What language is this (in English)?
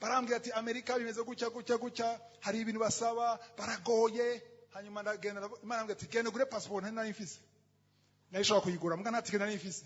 Rundi